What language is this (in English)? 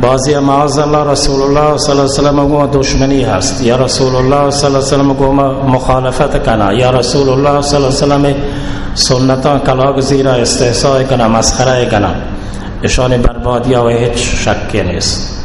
Baluchi